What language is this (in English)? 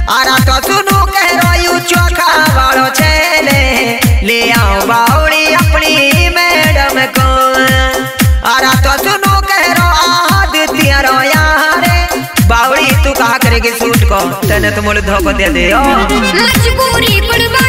Mewati